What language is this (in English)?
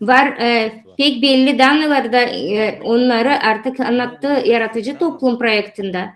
Gagauz